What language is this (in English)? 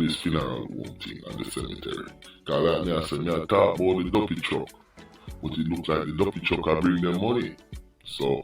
Jamaican Creole English